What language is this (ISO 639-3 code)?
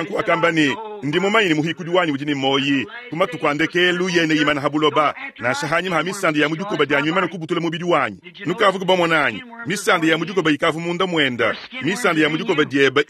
lua